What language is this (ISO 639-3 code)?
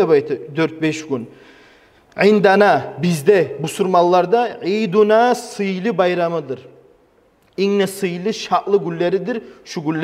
kum